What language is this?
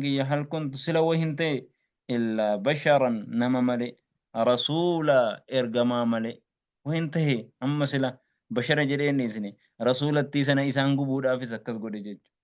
Oromo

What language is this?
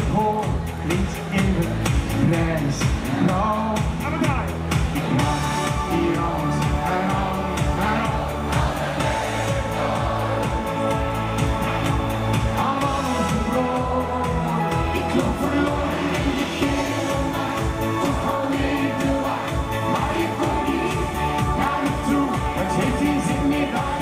Dutch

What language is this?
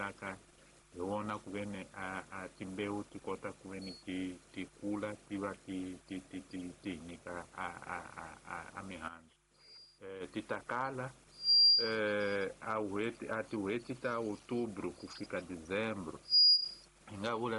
Tsonga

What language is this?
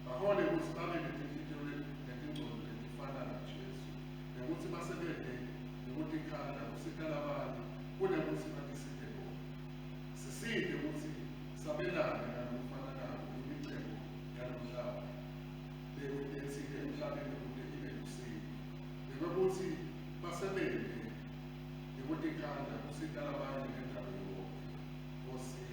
Swati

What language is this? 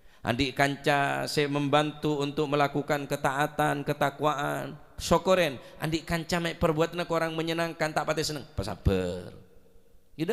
Madurese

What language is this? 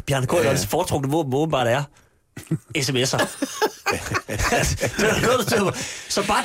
Danish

